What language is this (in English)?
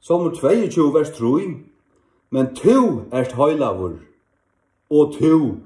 Faroese